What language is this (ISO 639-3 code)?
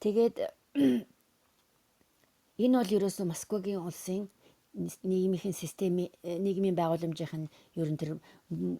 mon